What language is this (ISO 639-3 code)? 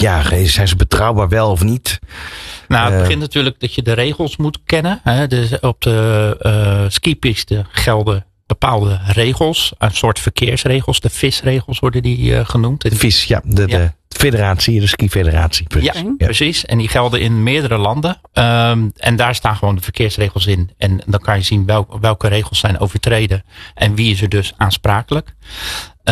nld